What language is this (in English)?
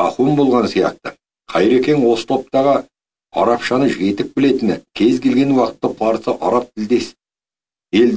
Kazakh